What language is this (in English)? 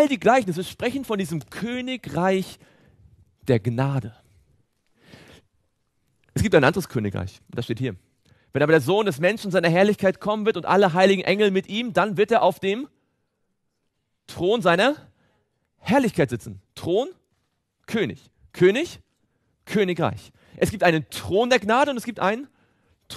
German